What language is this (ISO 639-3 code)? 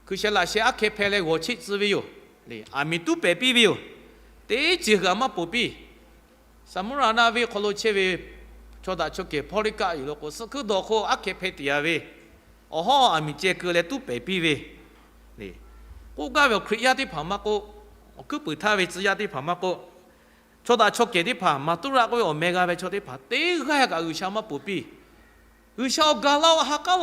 lhu